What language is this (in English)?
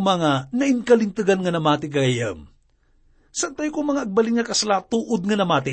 Iloko